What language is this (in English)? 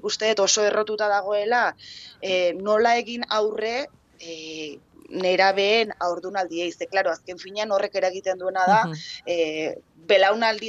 Basque